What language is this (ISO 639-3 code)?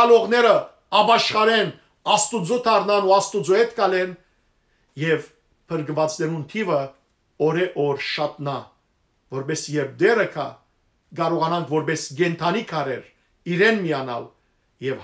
hyw